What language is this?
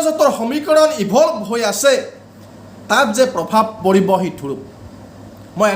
Assamese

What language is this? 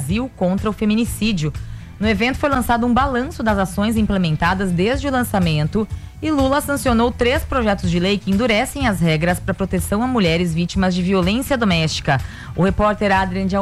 Portuguese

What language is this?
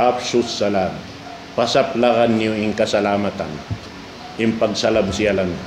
Tausug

